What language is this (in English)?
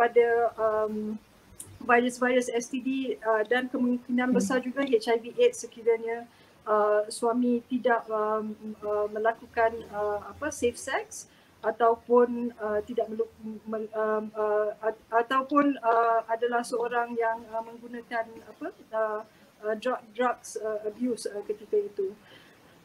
Malay